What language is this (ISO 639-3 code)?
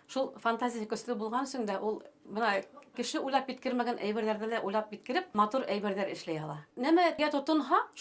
bak